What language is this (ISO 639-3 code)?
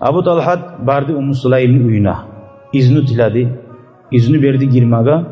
kum